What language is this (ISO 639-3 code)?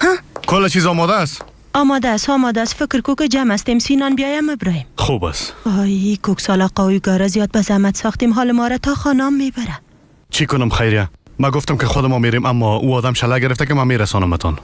fas